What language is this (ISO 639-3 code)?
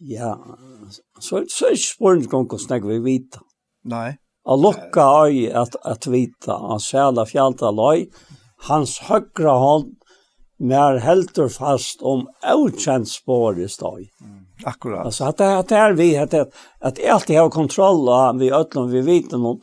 fao